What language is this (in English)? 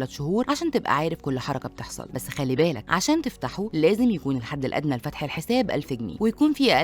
Egyptian Arabic